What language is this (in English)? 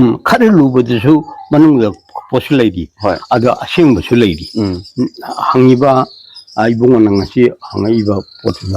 Manipuri